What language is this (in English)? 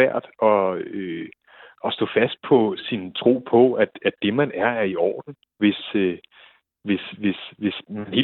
Danish